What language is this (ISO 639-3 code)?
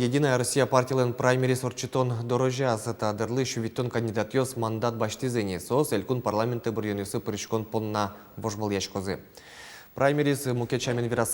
udm